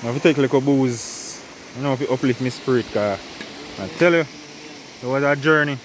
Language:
Jamaican Creole English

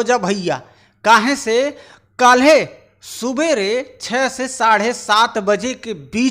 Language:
Bhojpuri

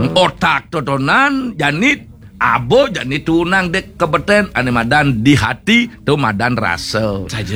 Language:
Balinese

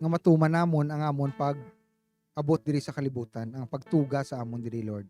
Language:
Hiligaynon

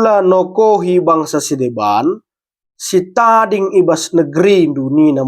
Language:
Batak Karo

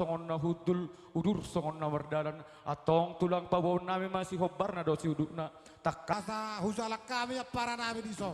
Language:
Batak Toba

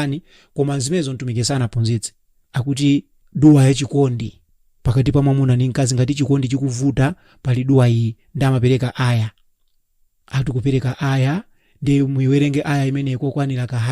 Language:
Nyanja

